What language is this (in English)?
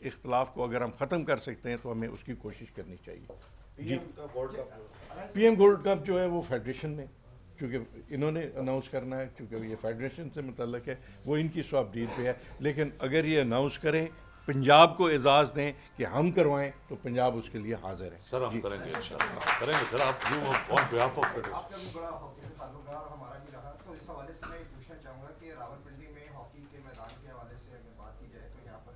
Urdu